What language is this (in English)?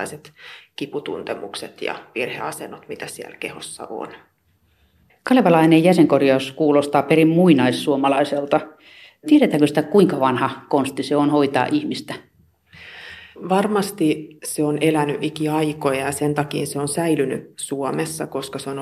Finnish